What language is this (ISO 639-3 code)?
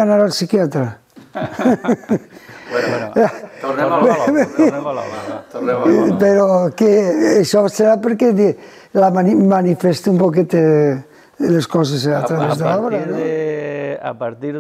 cat